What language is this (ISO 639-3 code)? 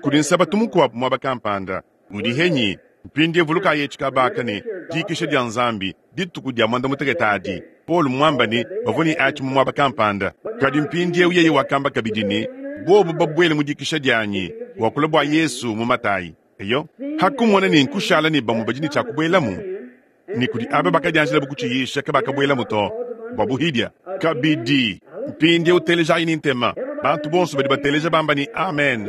lua